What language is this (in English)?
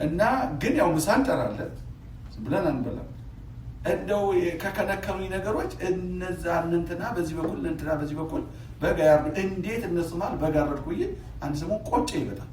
Amharic